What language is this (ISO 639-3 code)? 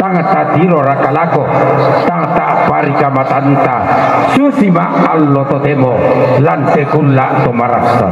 sda